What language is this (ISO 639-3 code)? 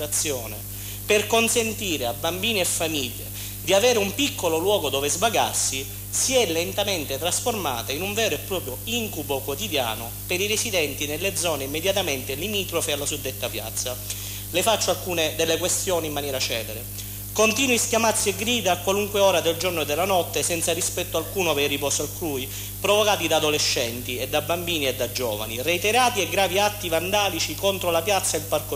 ita